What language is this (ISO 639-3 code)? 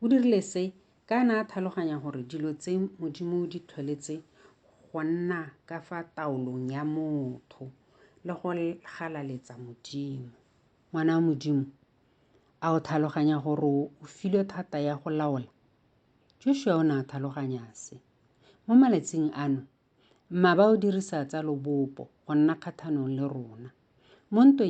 tsn